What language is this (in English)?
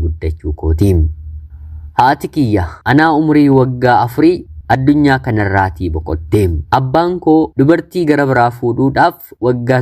Oromo